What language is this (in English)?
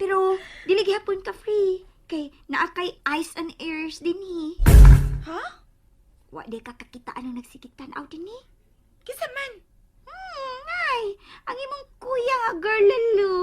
Cebuano